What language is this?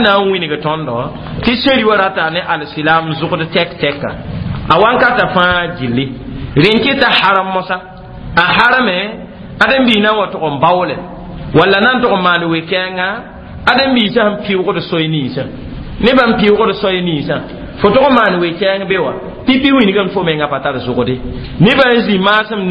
Mossi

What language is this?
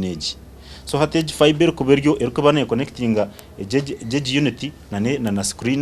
Nyankole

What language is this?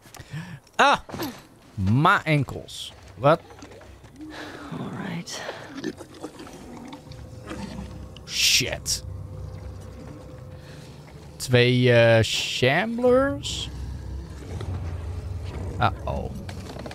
Dutch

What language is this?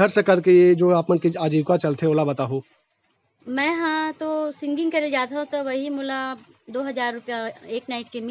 Chhattisgarhi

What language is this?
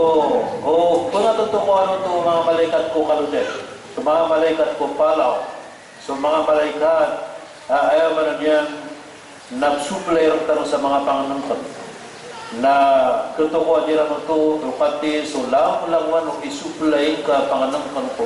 Maranao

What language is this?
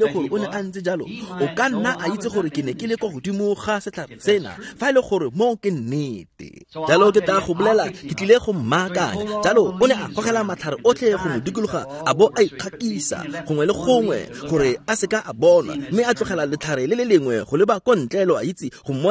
Tswana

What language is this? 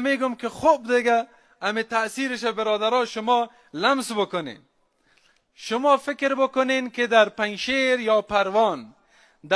Persian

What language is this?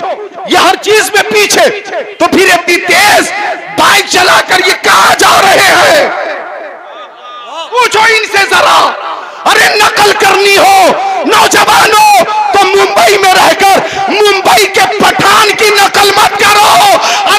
Hindi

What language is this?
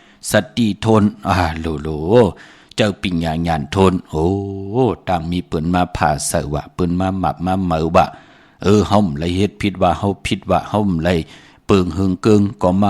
Shan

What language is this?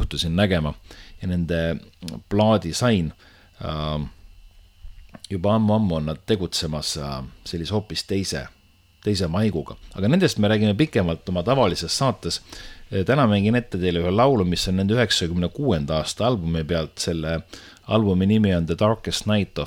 Estonian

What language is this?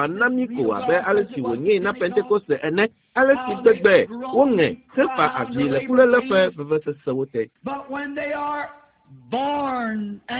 Ewe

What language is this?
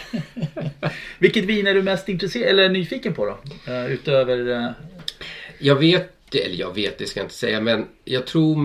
Swedish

